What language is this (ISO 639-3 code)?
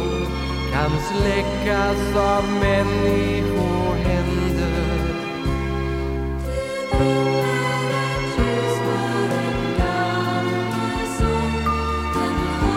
swe